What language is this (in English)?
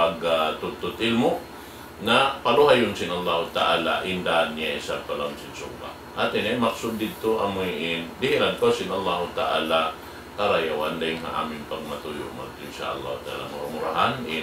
Tausug